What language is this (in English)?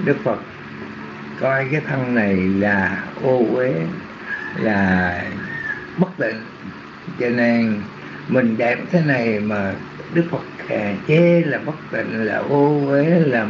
Vietnamese